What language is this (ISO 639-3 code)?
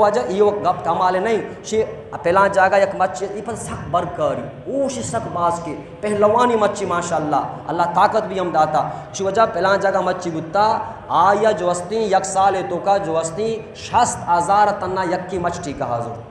bal